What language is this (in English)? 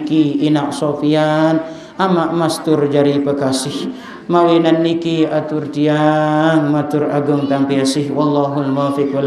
Sasak